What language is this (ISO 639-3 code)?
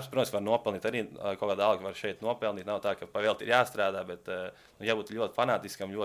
lav